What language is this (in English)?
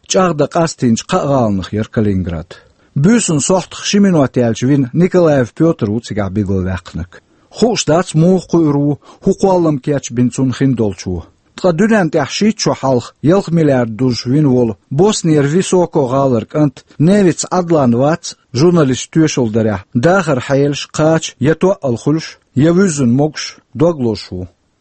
Chechen